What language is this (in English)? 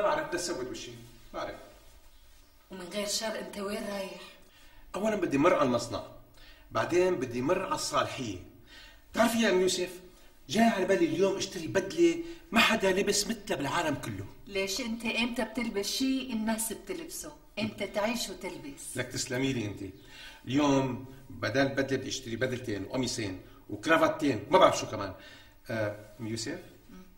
North Levantine Arabic